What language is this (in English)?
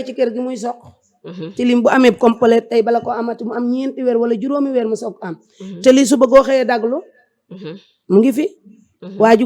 Wolof